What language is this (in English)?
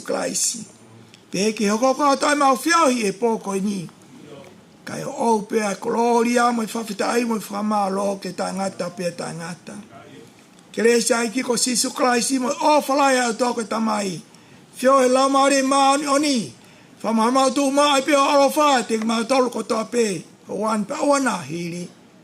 Tongan